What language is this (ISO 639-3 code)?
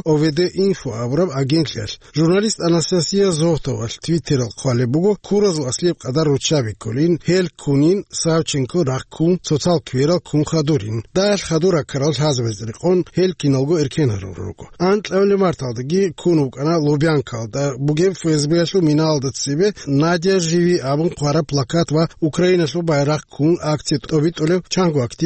ava